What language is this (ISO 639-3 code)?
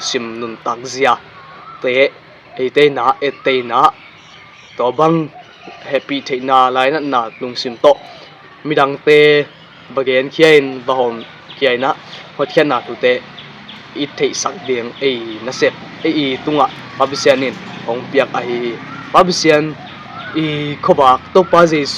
ctd